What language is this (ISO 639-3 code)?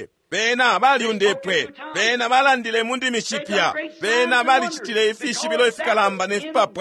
bem